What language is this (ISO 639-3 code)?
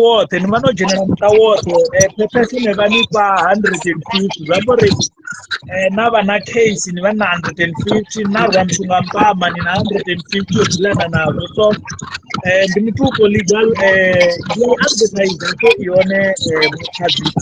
ven